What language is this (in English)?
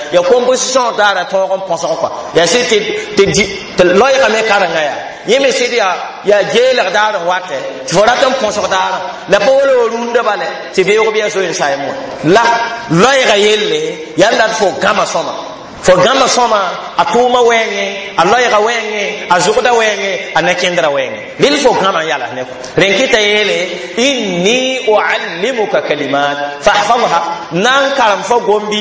Mossi